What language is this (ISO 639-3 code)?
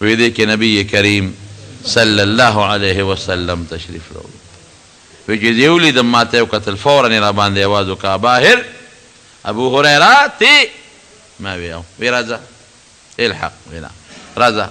pus